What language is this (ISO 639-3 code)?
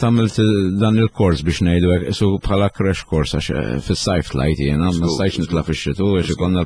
mlt